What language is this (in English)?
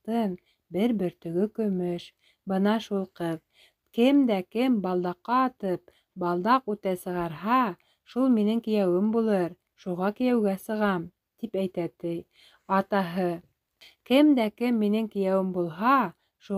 Bashkir